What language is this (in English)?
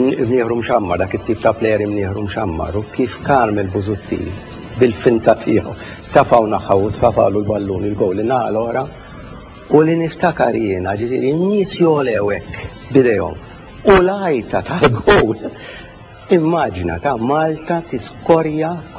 Maltese